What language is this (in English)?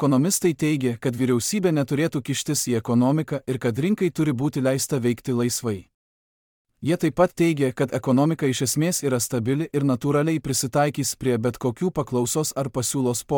Lithuanian